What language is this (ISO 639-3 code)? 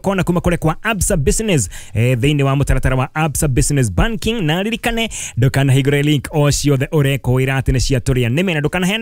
kik